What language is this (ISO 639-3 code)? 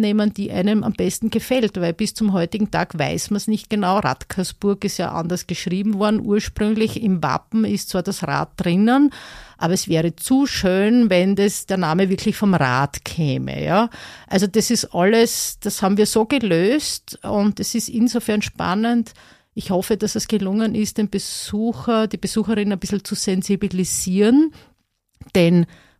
deu